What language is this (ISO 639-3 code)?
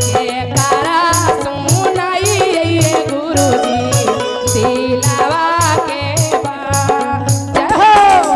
mag